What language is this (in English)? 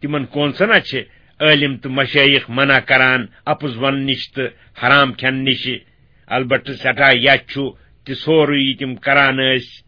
Kashmiri